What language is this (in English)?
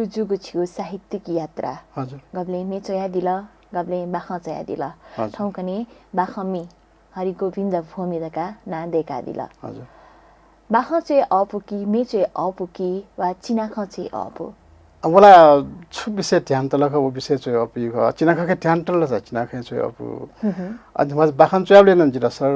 Newari